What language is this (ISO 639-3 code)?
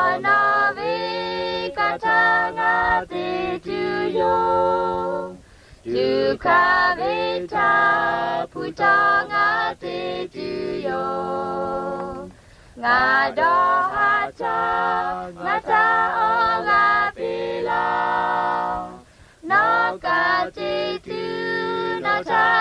lhu